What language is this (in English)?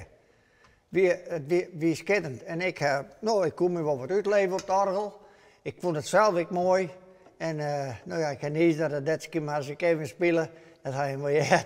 Western Frisian